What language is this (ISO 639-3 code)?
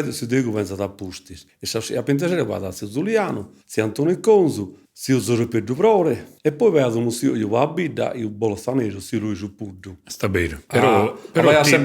srd